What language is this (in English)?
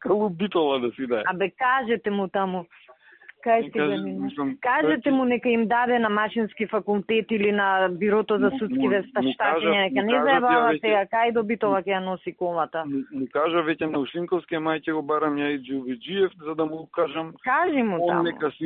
Macedonian